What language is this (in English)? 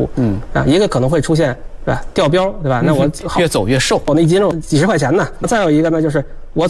Chinese